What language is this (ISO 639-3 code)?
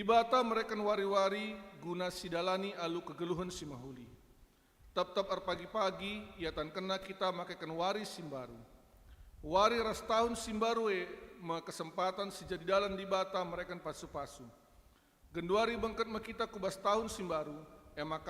btx